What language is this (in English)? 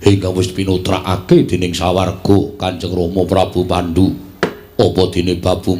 Javanese